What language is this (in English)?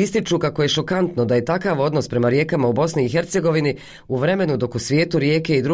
Croatian